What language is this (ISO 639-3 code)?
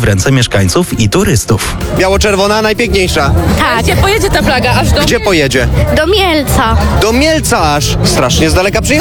pol